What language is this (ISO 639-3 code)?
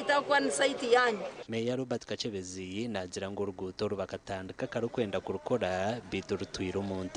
nyn